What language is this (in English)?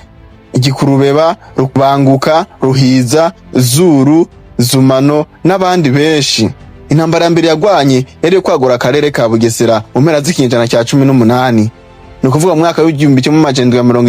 Rundi